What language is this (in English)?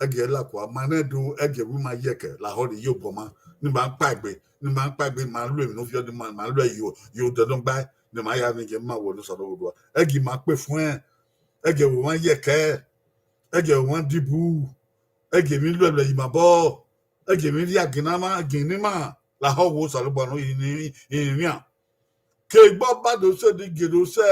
Bini